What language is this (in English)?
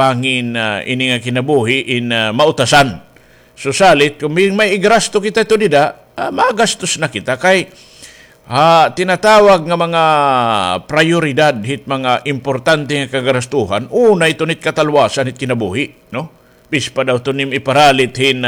Waray